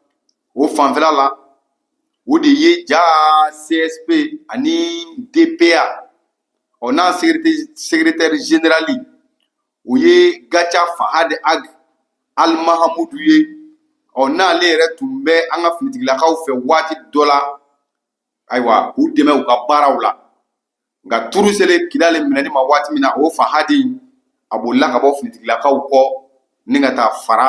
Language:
Bambara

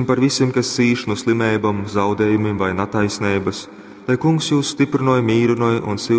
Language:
Latgalian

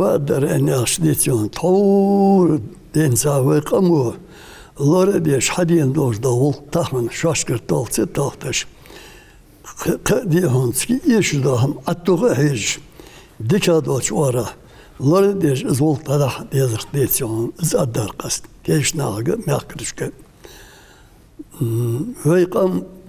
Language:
Ingush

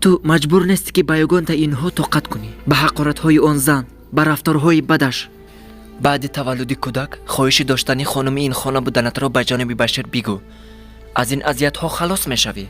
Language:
Tajik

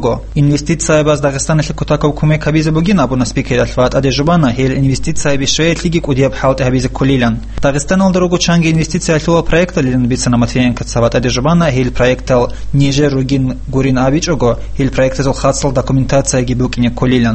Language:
Avaric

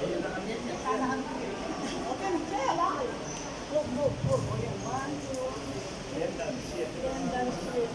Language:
Pampanga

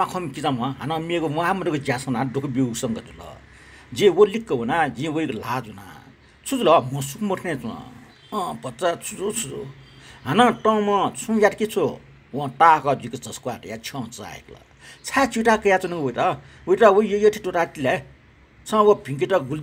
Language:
Newari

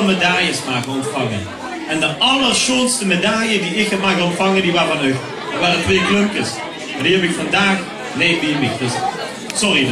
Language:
Limburgish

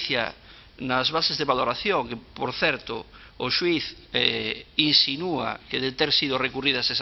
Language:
Galician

